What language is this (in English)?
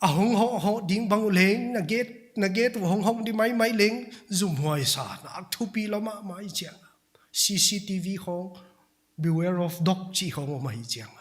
Paite Chin